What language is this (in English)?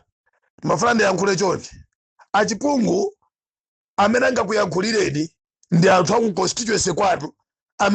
Nyanja